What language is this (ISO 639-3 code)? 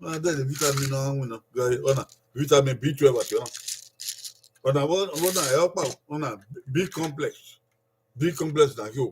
bin